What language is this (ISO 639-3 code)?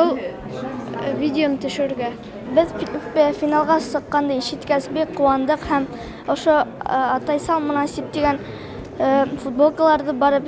bak